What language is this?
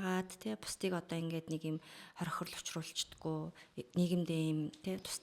Mongolian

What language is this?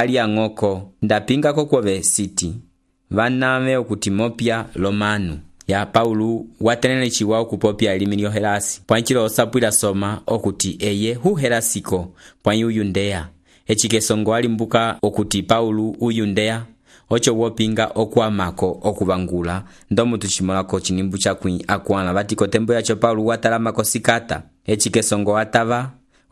Umbundu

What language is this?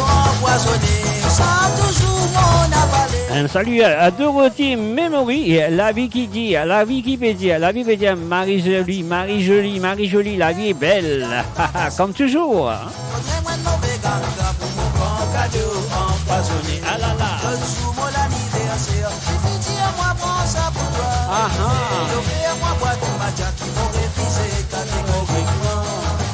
Morisyen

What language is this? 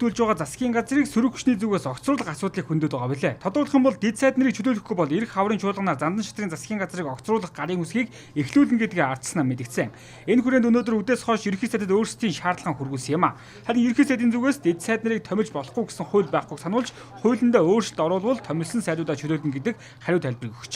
Mongolian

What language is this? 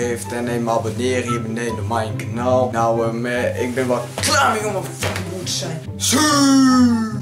Dutch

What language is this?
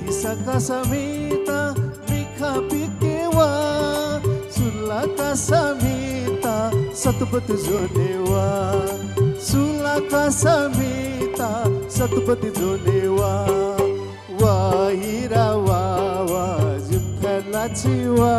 Newari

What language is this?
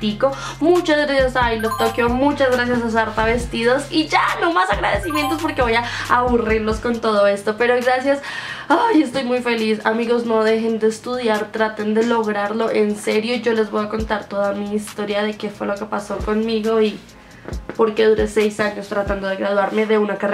Spanish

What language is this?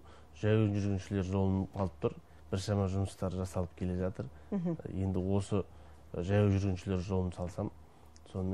Kazakh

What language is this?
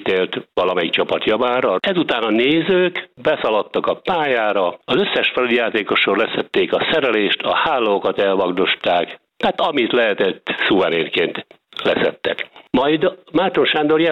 Hungarian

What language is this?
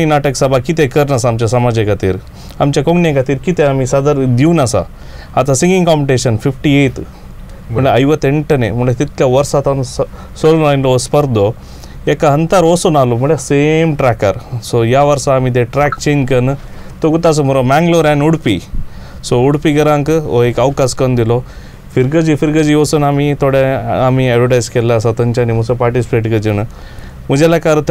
Konkani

